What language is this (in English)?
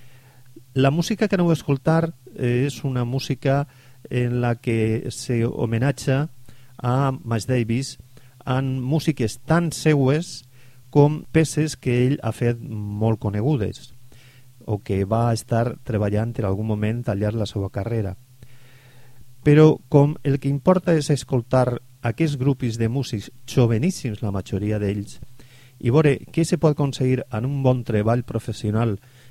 Catalan